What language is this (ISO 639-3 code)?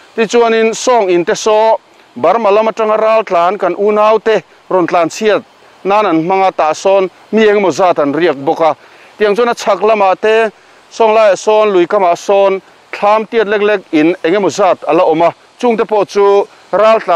lus